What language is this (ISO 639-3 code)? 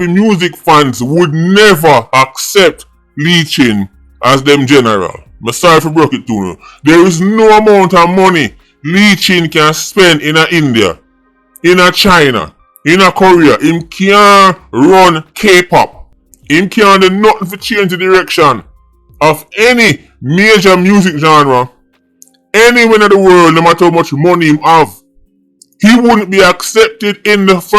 jam